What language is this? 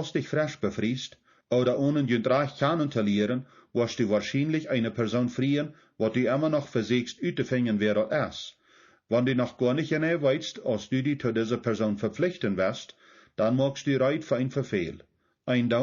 Plautdietsch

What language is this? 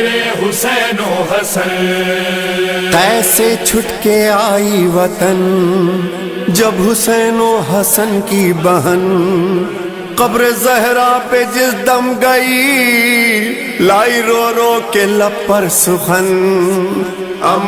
Urdu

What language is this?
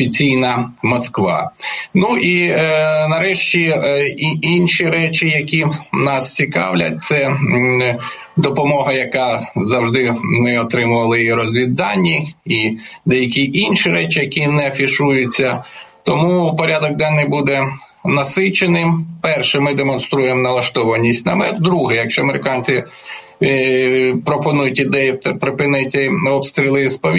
Ukrainian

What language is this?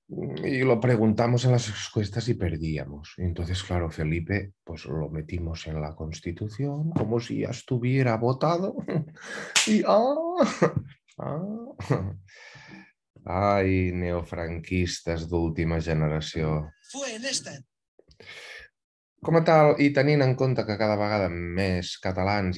Catalan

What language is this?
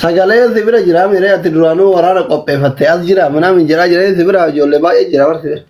Oromo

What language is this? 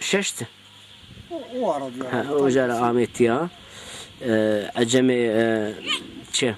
Zaza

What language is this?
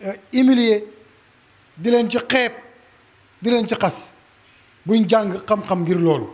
Wolof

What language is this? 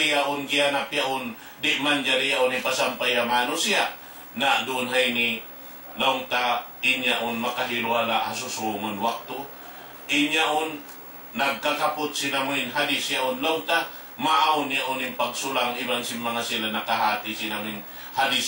Tausug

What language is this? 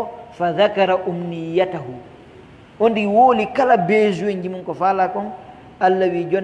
Pular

